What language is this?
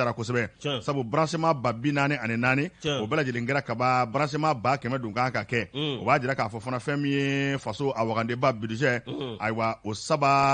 Bambara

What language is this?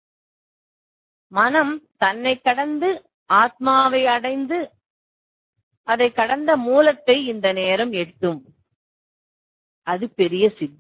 Tamil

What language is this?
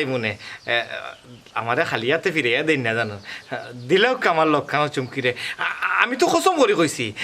Sylheti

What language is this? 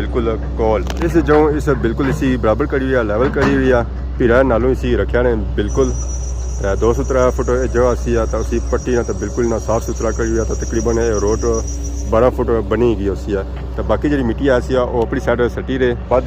Pahari-Potwari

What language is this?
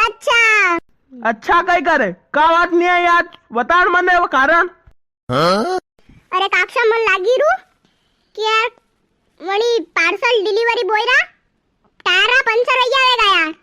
Rajasthani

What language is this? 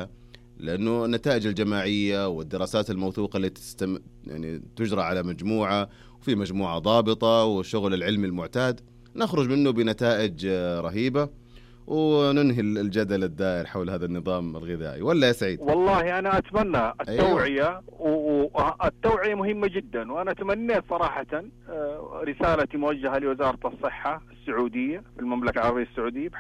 Najdi Arabic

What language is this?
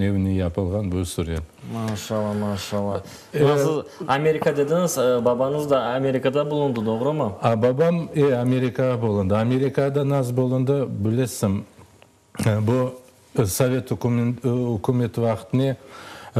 Crimean Tatar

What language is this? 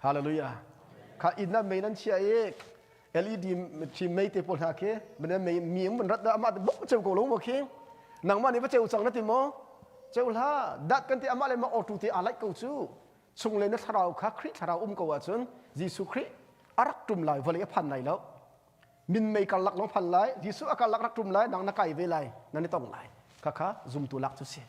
Hakha Chin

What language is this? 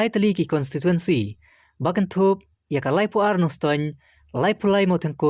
Khasi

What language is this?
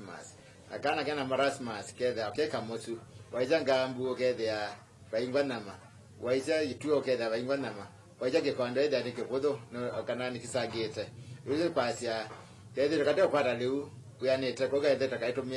Kamba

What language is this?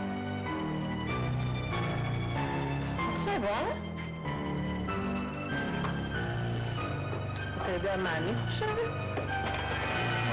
Hebrew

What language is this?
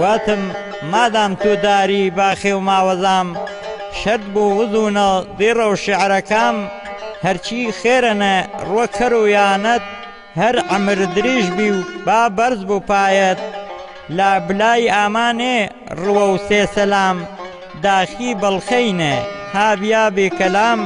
Gurani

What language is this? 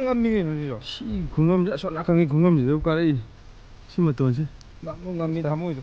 Manipuri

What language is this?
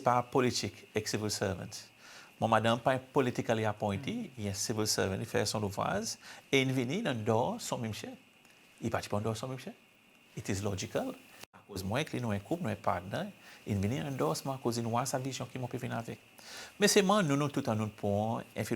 Seselwa Creole French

